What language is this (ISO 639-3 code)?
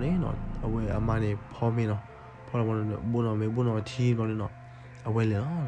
ksw